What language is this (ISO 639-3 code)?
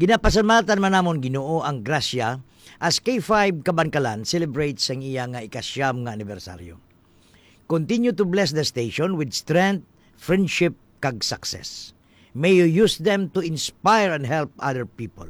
hil